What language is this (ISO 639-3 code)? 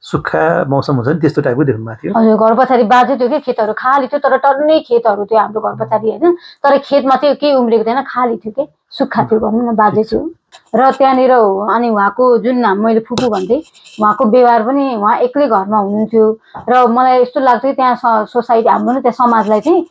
nep